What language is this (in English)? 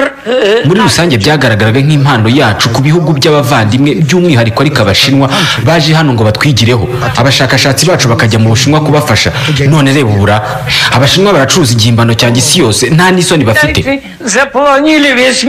Kinyarwanda